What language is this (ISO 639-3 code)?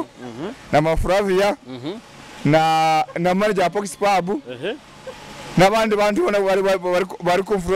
nyo